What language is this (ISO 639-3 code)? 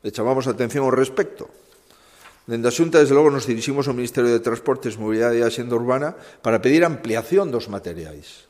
glg